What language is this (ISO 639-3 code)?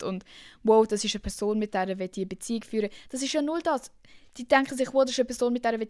gsw